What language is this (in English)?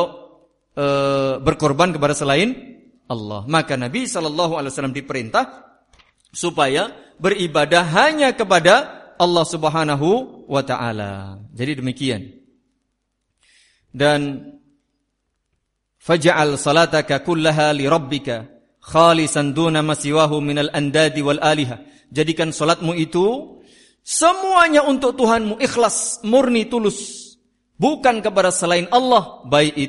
Indonesian